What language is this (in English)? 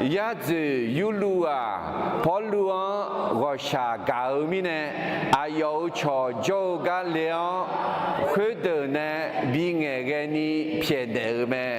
Akha